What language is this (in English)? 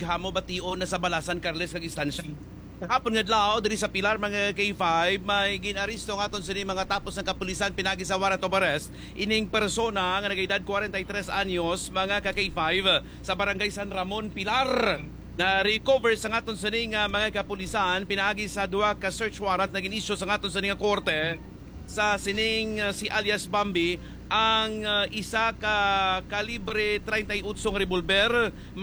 Hiligaynon